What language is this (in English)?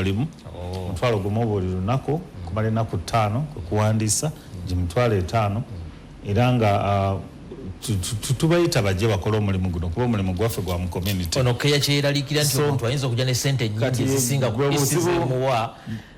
Ganda